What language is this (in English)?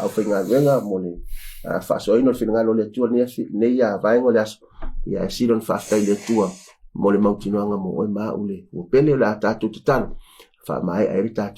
Samoan